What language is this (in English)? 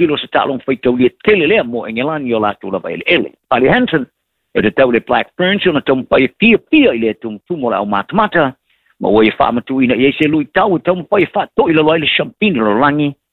Samoan